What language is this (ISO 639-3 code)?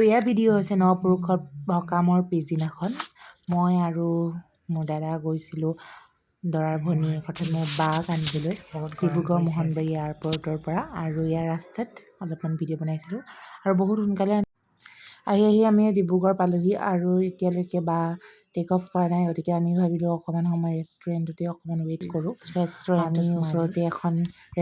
asm